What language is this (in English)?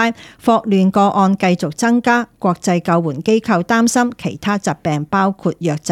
Cantonese